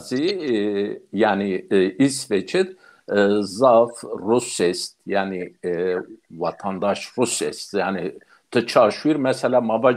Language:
Zaza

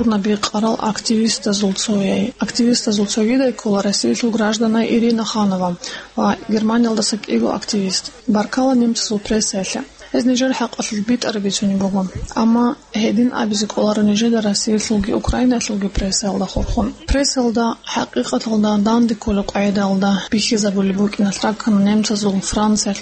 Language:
Avaric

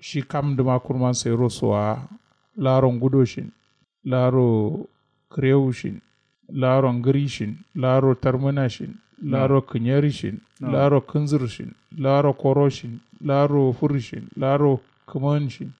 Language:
Kanuri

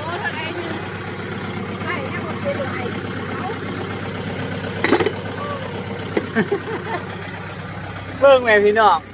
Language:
Lao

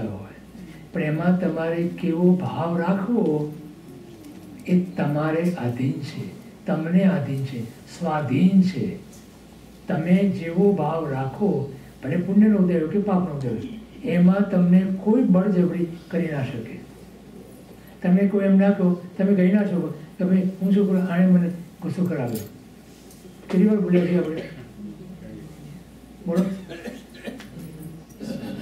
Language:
Gujarati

